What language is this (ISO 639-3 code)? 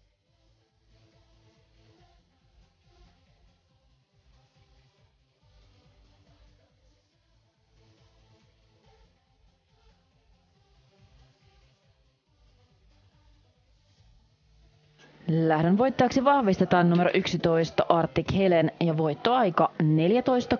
fin